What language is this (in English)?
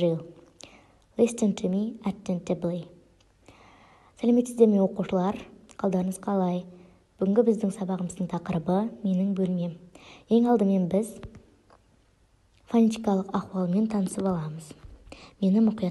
Kazakh